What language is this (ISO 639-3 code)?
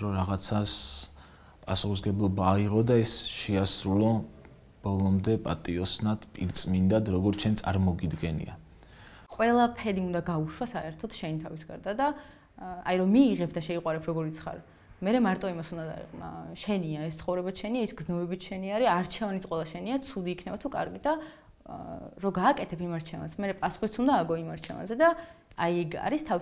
kat